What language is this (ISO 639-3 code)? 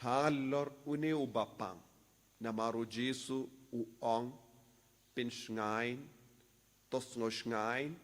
kha